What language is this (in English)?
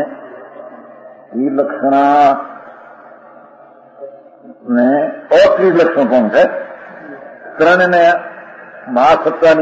Gujarati